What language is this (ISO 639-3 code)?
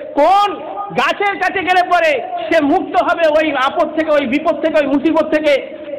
ben